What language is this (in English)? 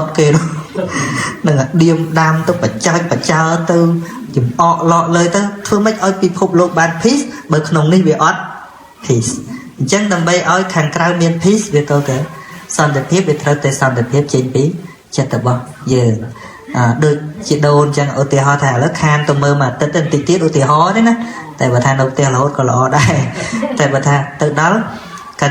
Khmer